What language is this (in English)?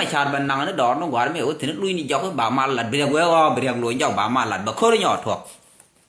Nuer